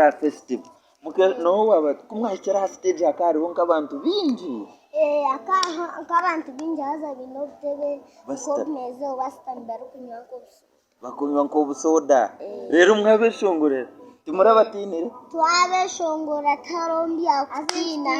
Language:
Nyankole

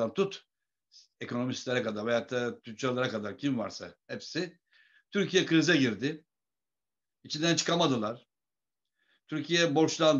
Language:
Turkish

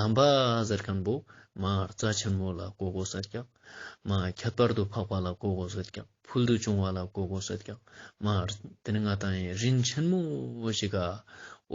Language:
Ladakhi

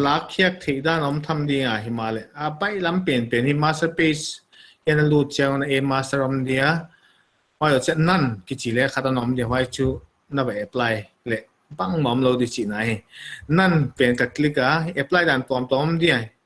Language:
Paite Chin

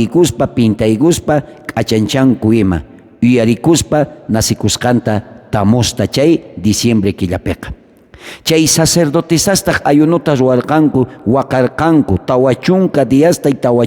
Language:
South Bolivian Quechua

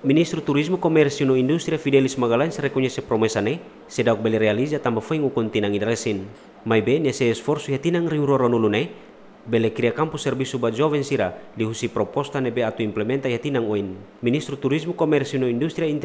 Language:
Tetum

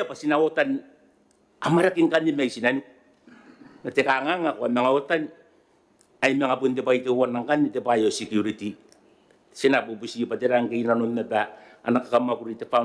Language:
Gilbertese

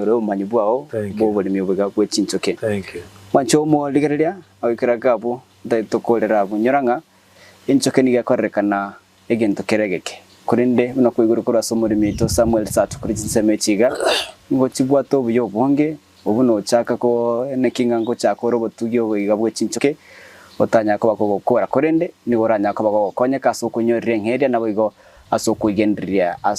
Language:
Gusii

